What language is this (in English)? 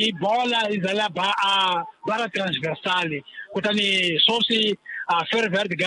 Tsonga